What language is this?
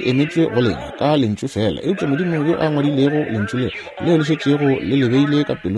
Northern Sotho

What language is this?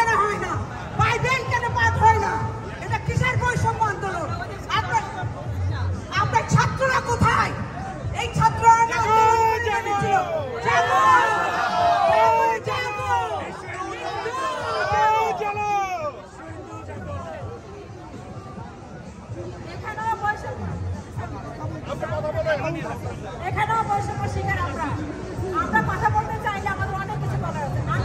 Bangla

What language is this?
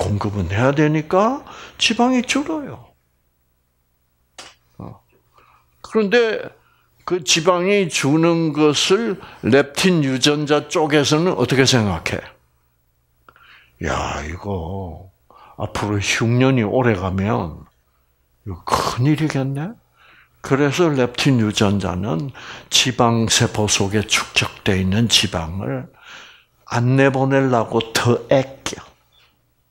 Korean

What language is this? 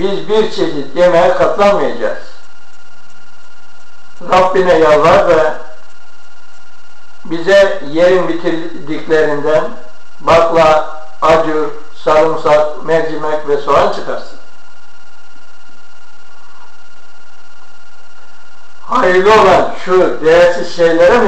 Turkish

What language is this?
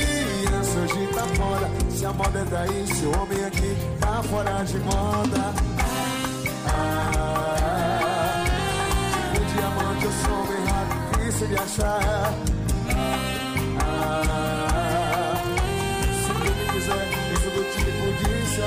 Portuguese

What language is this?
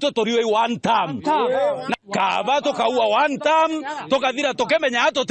Meru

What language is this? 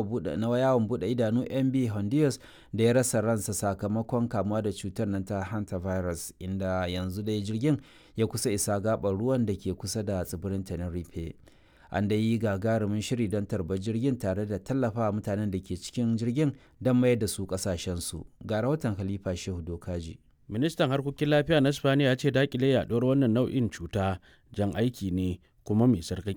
Hausa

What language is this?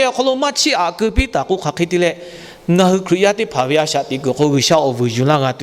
Lahu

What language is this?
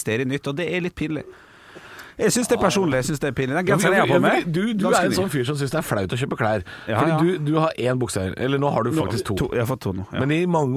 Norwegian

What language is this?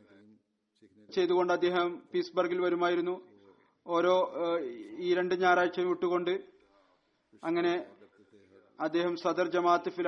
Malayalam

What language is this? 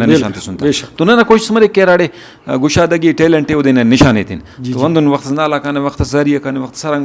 Brahui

